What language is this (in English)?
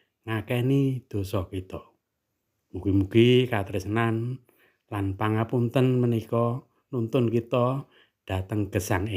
Javanese